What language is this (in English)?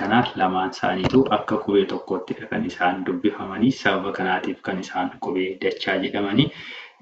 Oromo